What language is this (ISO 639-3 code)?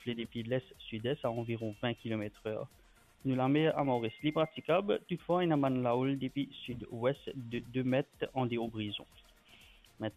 mfe